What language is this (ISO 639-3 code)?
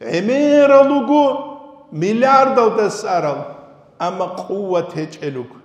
ava